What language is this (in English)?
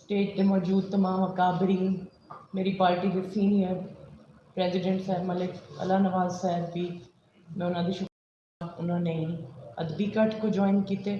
Saraiki